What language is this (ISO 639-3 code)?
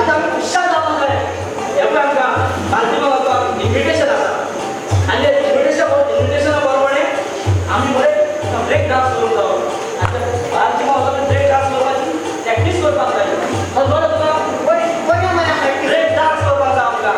kok